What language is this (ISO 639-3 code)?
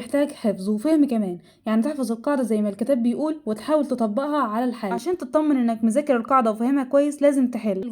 arz